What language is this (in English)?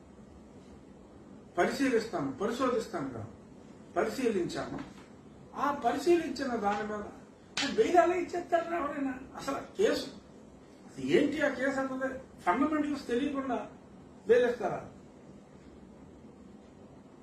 Telugu